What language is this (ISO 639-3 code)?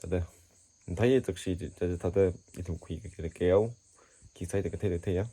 nmf